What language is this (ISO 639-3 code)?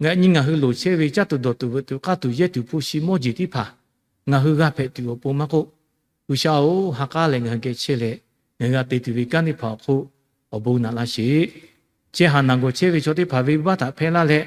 lhu